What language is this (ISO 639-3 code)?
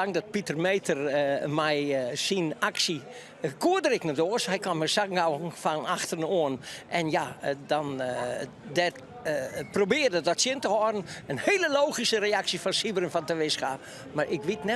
fry